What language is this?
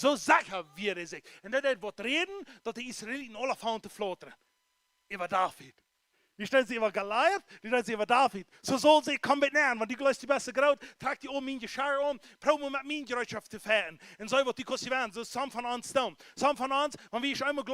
Plautdietsch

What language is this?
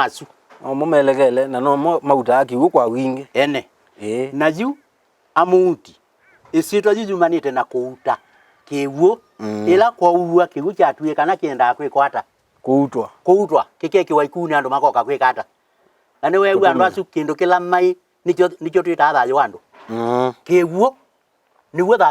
Kamba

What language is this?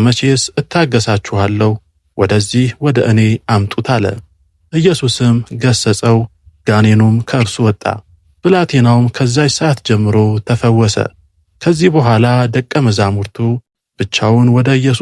Amharic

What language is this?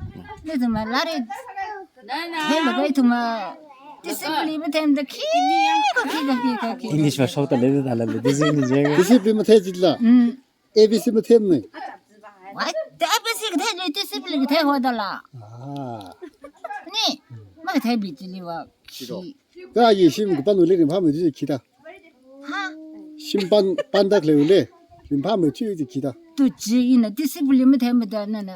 Tangkhul Naga (India)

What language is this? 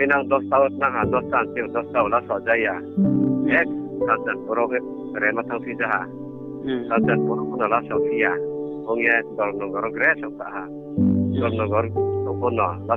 Riang (India)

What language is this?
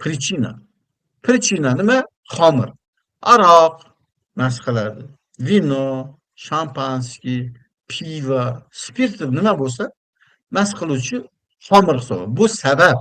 Uzbek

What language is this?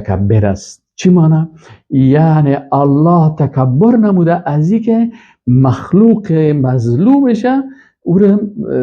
Persian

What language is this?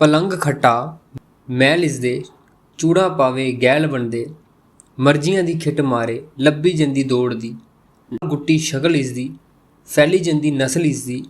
Dogri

